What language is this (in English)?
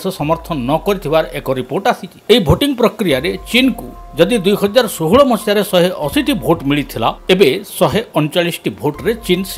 Odia